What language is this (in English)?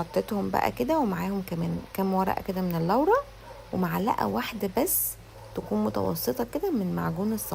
Egyptian Arabic